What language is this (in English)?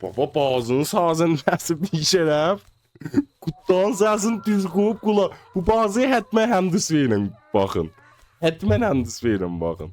South Azerbaijani